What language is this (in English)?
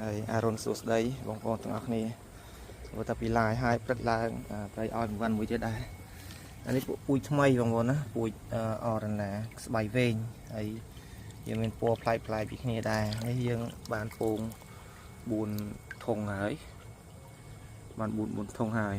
Khmer